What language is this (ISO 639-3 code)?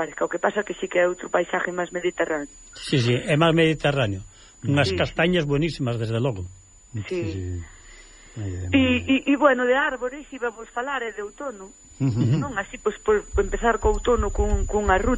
glg